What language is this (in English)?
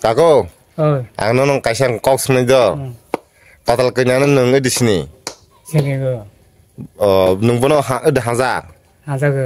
Kok Borok